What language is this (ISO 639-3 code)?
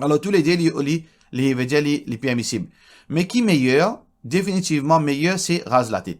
mfe